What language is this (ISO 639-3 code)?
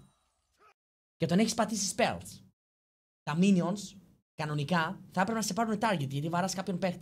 ell